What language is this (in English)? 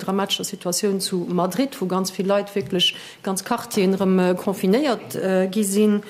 Luxembourgish